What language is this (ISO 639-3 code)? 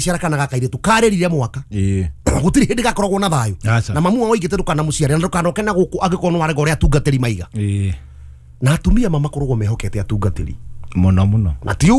kik